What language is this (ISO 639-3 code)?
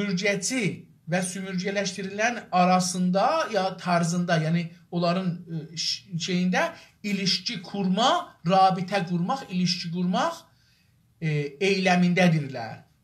azb